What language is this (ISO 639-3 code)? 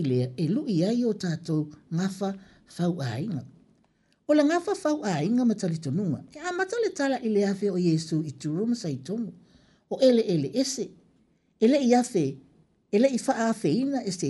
smo